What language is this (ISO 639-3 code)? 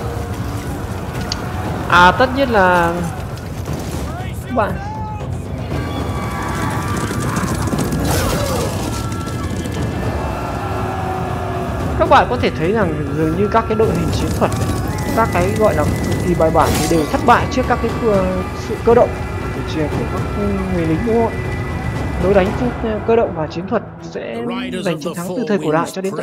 vie